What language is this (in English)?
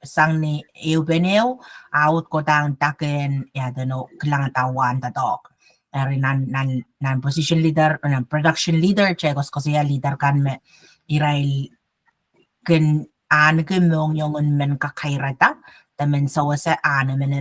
Pohnpeian